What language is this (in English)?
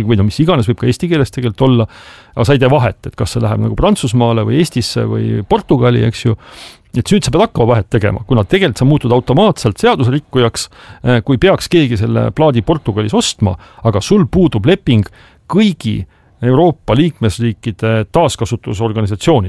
Estonian